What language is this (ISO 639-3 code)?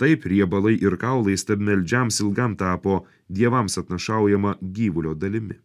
lit